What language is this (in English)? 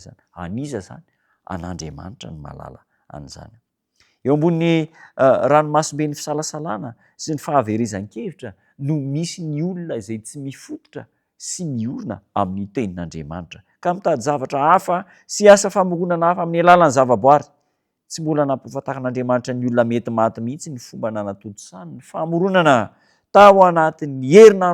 Malagasy